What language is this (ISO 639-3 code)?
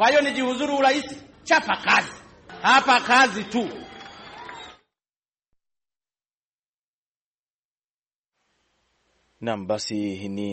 swa